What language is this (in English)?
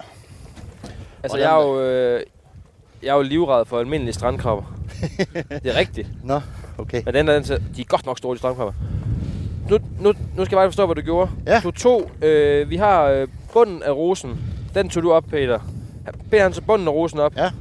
Danish